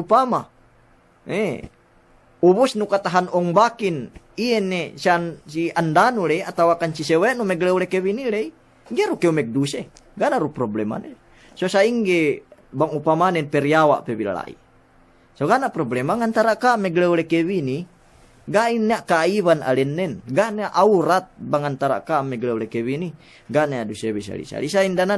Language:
Yakan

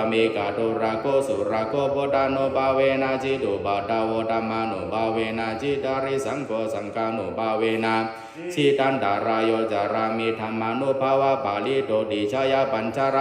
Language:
Pali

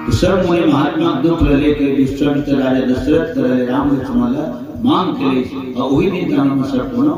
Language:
Chhattisgarhi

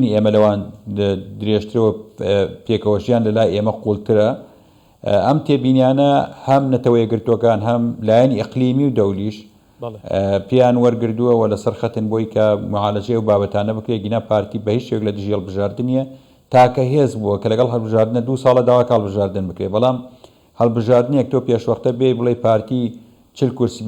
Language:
Central Kurdish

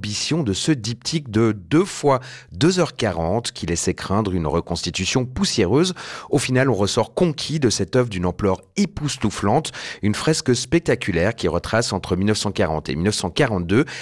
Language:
French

